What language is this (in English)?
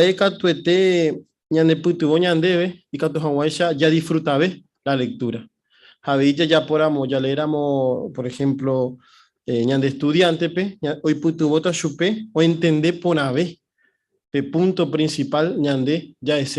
Guarani